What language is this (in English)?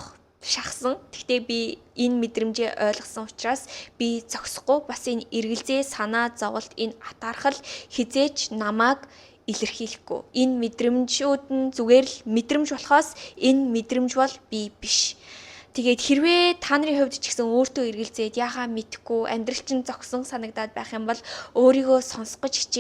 Mongolian